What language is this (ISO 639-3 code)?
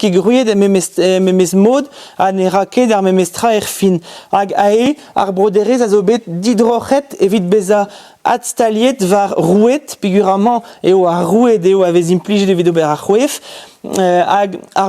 bre